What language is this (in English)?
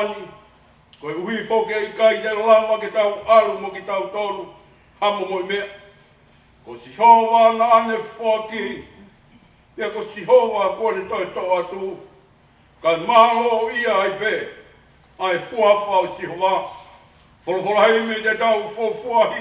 Tongan